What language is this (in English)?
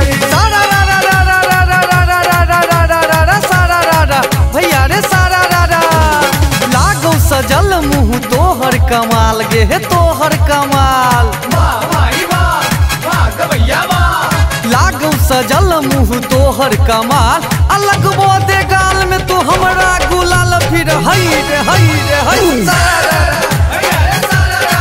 Maithili